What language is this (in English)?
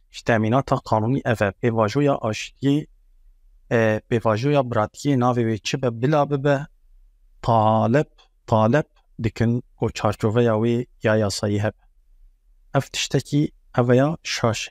Kurdish